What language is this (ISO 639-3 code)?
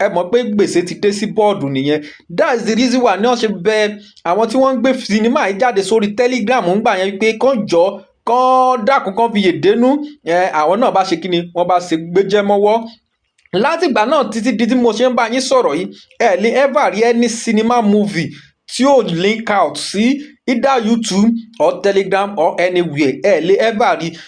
yor